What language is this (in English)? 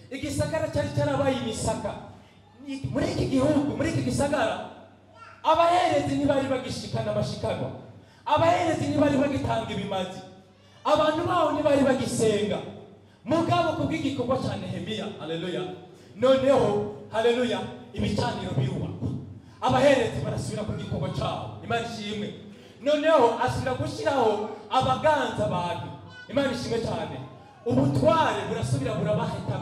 Rundi